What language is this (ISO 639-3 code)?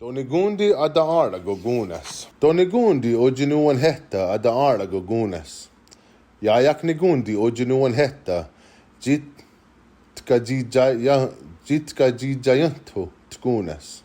moh